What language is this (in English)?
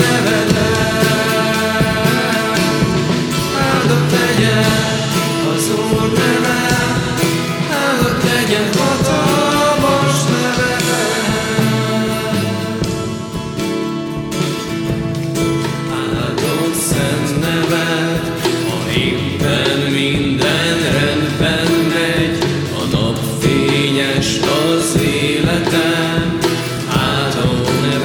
Hungarian